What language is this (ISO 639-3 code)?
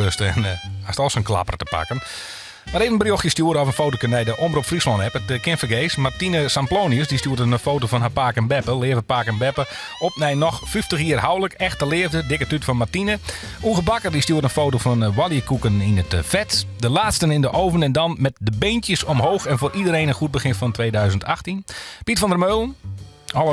fry